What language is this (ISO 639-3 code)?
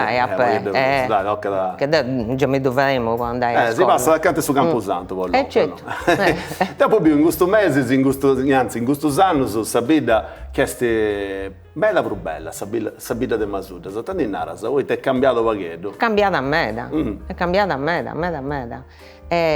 srd